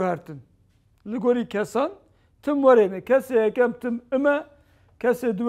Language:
Kurdish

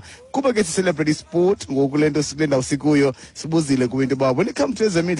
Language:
Xhosa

